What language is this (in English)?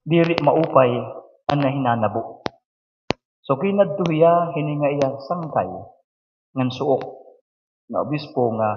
Waray